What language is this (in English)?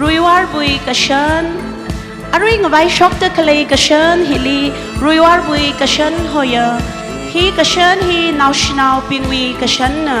Tangkhul Naga (India)